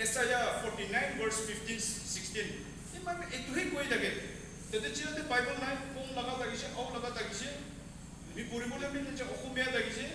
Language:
Naga Pidgin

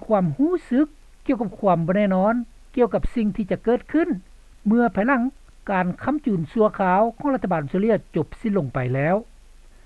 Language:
Lao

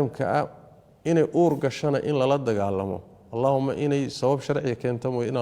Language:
Somali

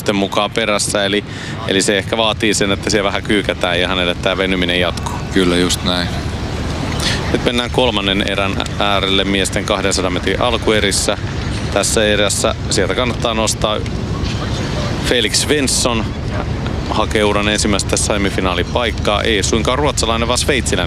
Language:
Finnish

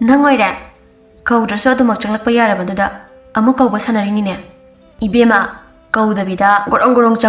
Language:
Manipuri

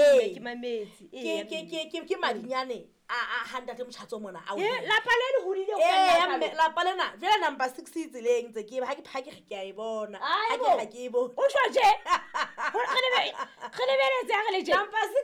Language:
Southern Sotho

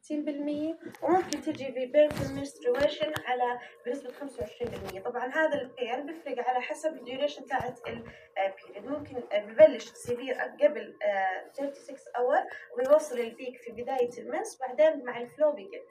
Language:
North Levantine Arabic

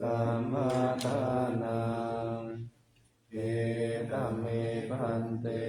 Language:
Pali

